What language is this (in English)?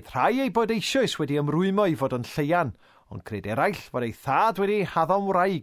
Welsh